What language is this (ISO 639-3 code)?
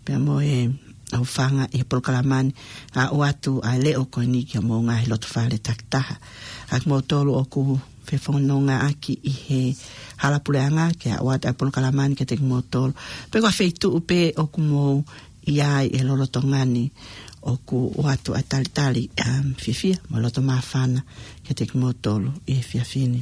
ton